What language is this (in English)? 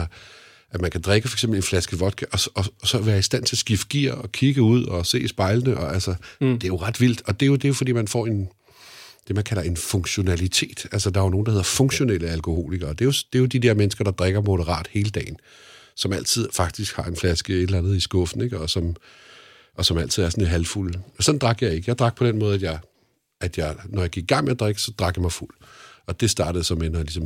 Danish